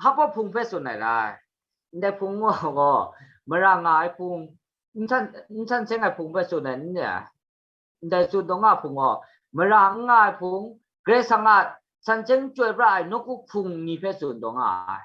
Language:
Kachin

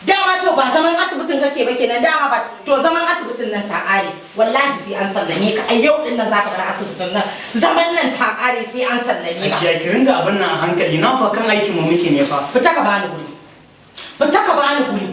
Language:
Hausa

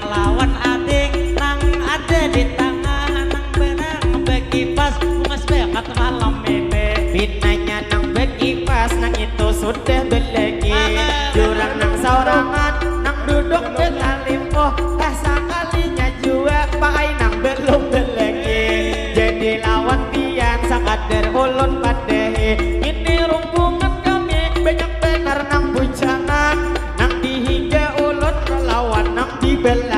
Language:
Banjar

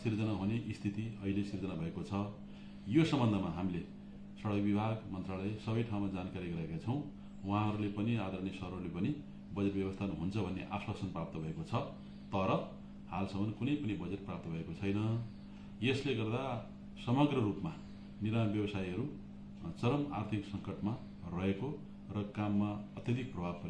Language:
Nepali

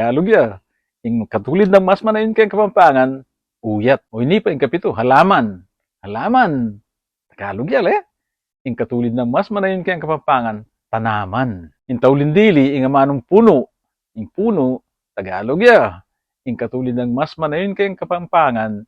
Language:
Pampanga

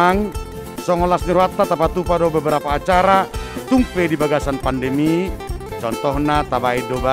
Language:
Batak Toba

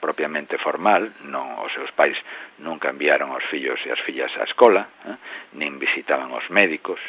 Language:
Galician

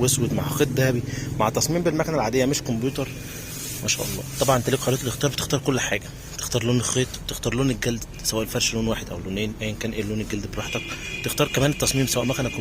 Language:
Egyptian Arabic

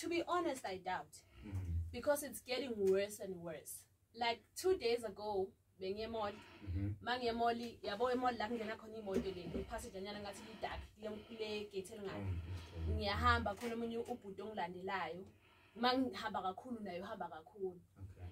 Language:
Zulu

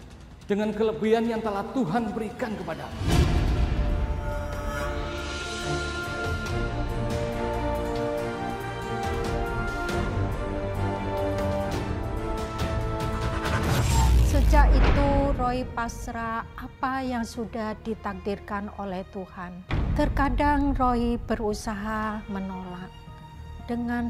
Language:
Indonesian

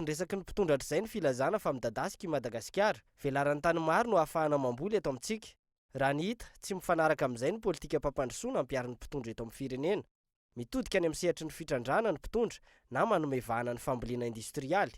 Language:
Malagasy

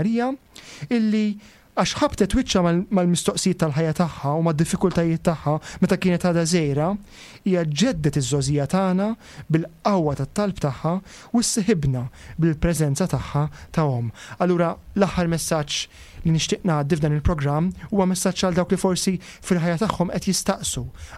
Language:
Maltese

